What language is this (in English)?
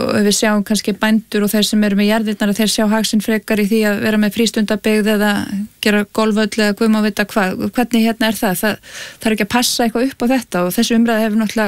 Icelandic